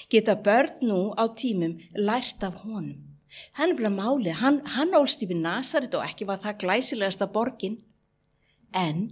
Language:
Icelandic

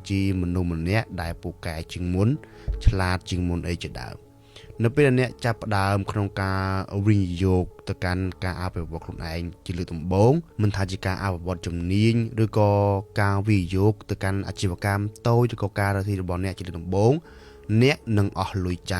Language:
Khmer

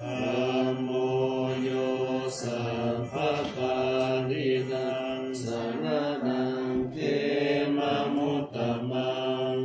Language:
Pali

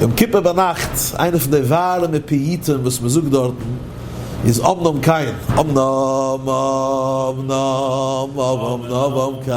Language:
Yiddish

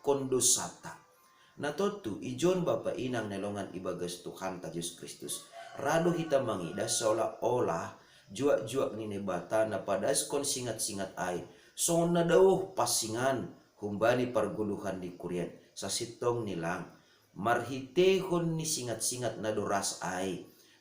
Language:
Batak Simalungun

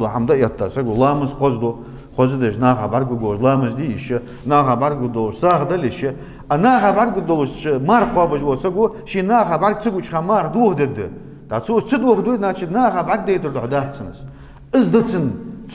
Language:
Ingush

